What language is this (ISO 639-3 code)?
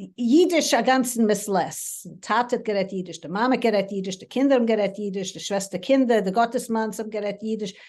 yid